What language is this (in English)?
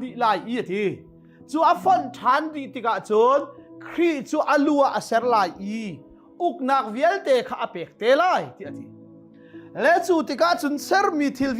Hakha Chin